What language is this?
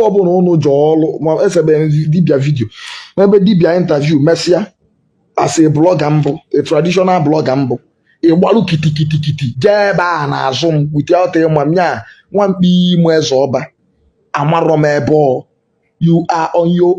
Igbo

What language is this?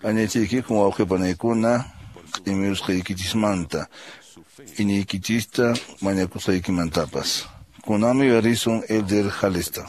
Quechua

